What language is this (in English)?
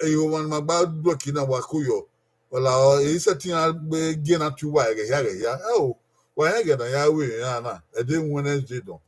Bini